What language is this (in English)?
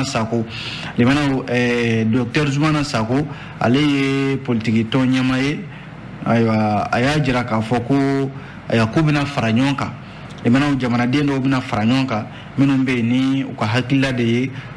Bambara